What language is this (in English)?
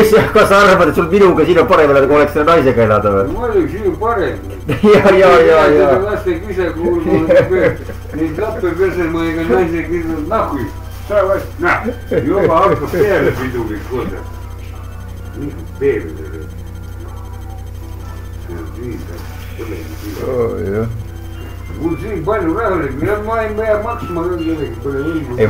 Estonian